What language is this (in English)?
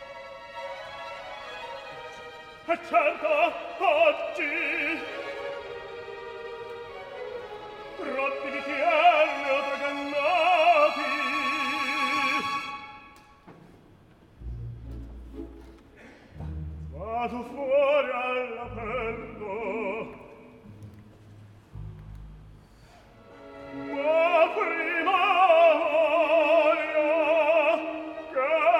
Italian